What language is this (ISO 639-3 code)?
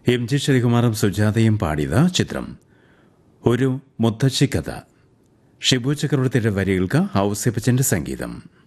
mal